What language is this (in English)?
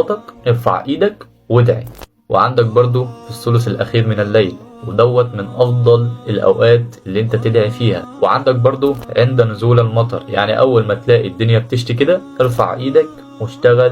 Egyptian Arabic